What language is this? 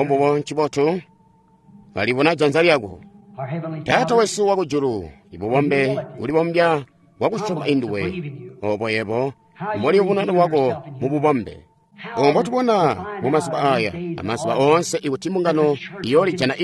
Tonga (Zambia)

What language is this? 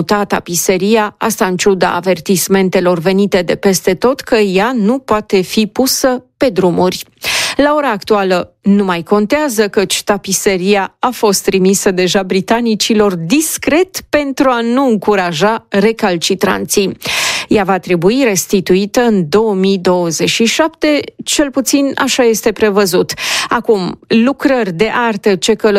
Romanian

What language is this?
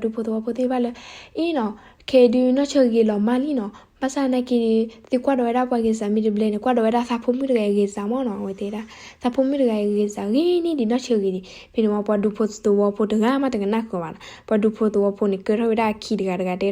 S'gaw Karen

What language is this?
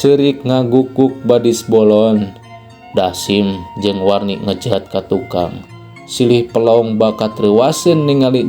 Sundanese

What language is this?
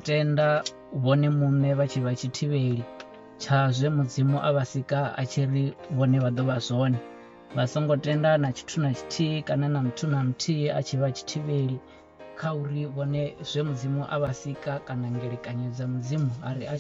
Venda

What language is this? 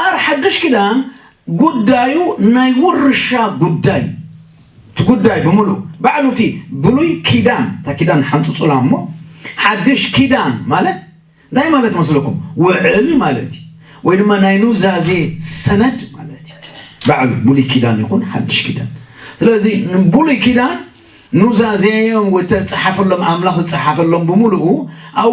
Tigrinya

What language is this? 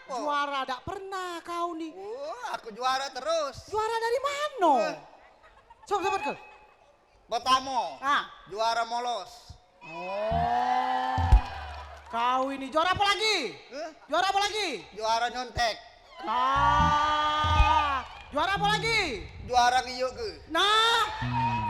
Musi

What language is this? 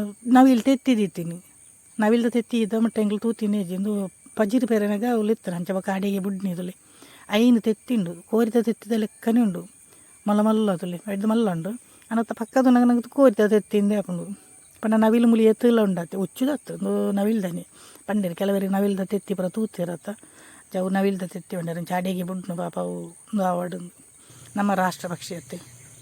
Tulu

